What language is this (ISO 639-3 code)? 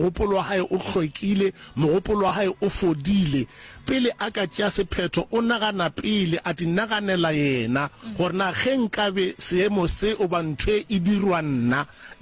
nso